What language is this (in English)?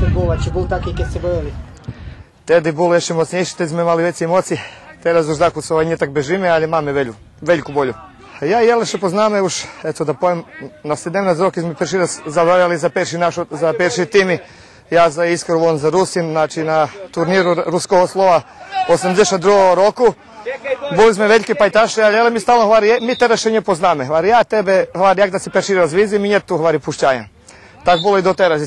Rusyn